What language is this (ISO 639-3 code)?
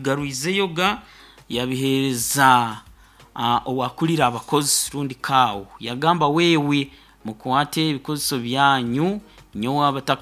nyo